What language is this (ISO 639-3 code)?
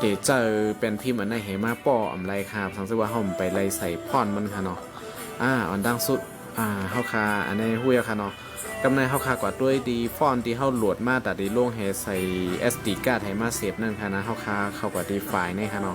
shn